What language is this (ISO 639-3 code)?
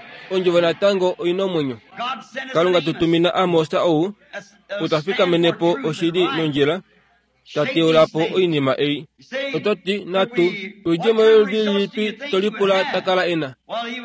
kua